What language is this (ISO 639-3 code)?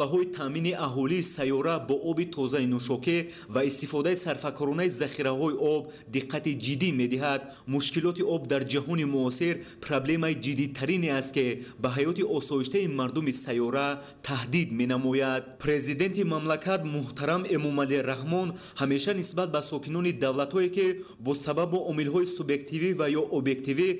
tgk